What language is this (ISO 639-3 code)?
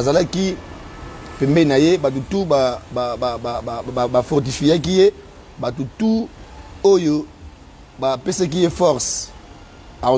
lin